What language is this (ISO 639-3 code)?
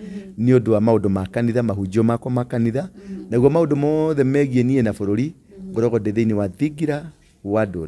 kik